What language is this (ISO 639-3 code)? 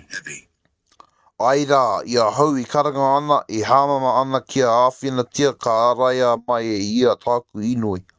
mri